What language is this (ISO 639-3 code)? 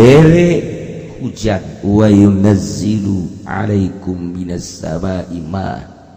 sun